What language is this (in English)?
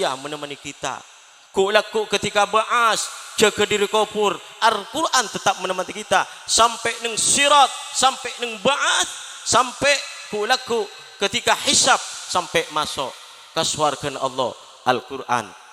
Madurese